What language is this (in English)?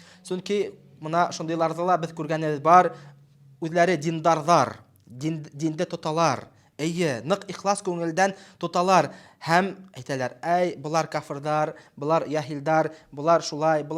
Bashkir